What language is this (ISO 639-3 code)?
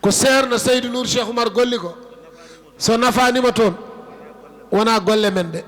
ful